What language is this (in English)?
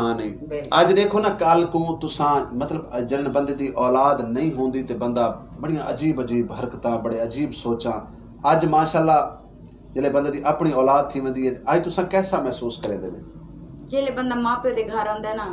Saraiki